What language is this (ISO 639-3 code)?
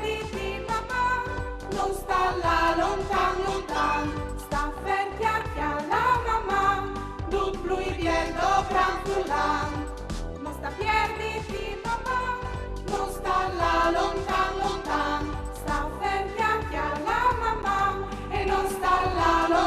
fur